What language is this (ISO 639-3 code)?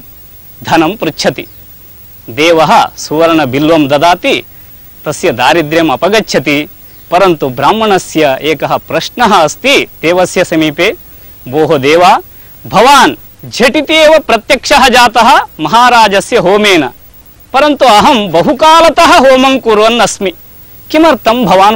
san